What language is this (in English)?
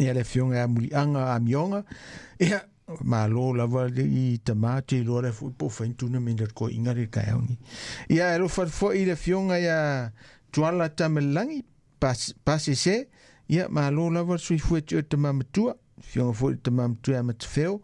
Samoan